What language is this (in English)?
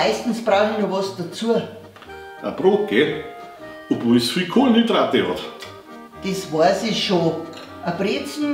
Bavarian